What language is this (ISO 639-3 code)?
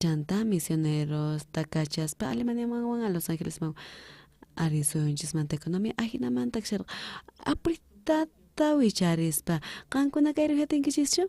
quh